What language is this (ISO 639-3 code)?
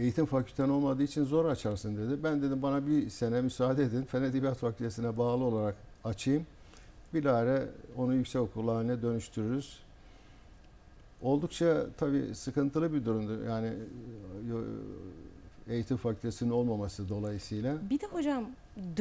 tur